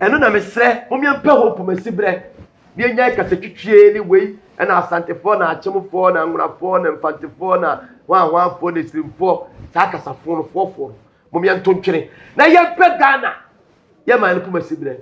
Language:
Akan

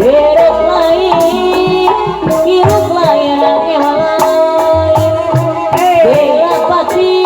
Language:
Sundanese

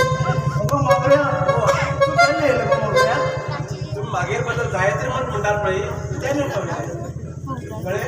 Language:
Konkani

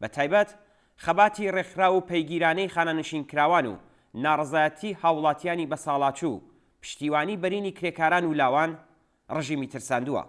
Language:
Central Kurdish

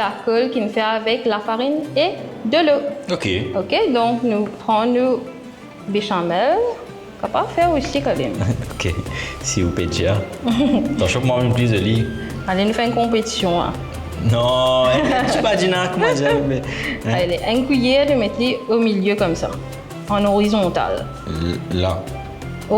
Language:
Morisyen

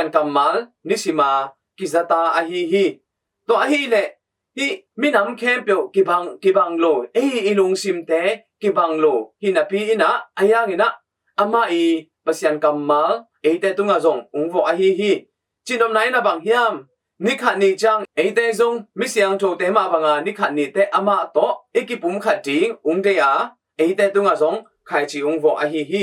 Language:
Tedim Chin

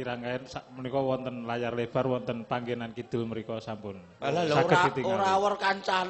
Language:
Javanese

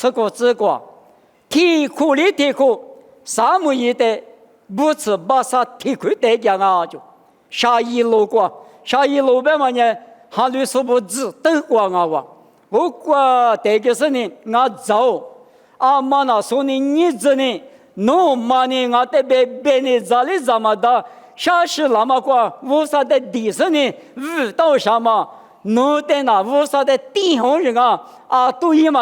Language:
Lisu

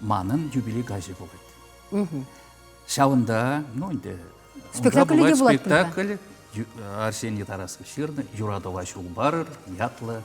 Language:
Chuvash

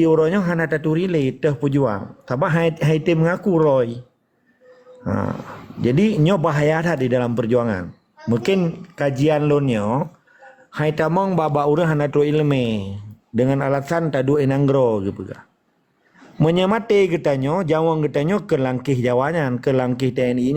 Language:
Achinese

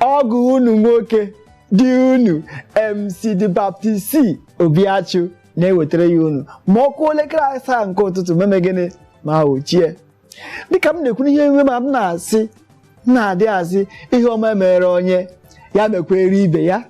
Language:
Igbo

